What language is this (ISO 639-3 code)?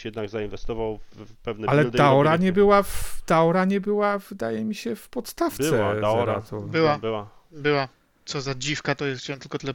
pol